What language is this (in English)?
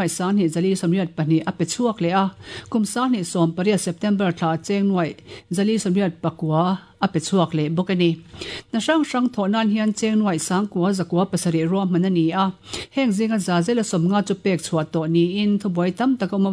Mizo